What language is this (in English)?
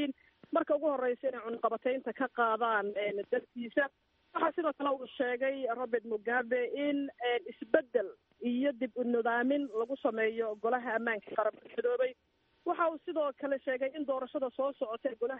Somali